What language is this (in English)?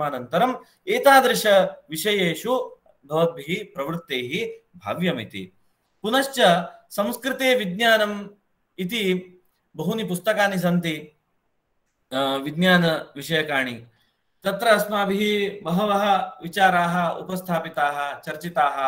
Sanskrit